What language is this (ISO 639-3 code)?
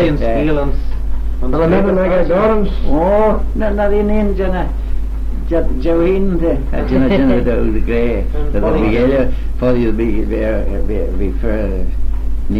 glv